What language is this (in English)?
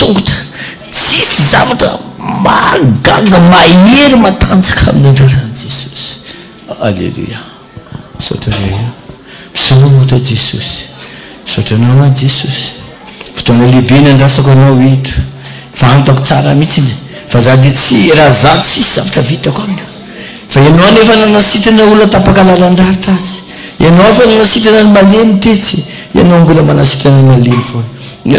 Malagasy